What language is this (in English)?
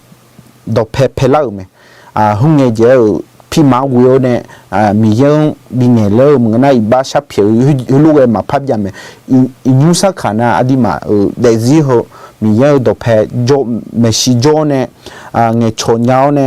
Akha